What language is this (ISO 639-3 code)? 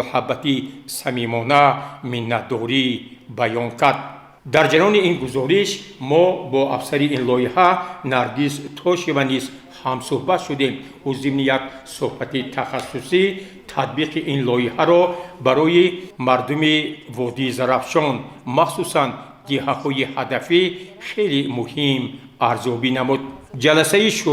tgk